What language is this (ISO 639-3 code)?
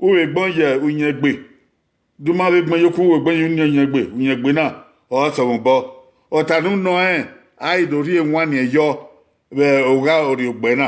bin